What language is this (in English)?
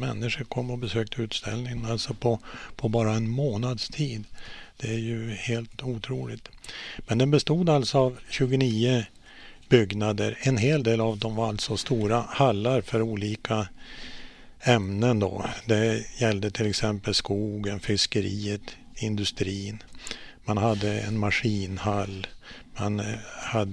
Swedish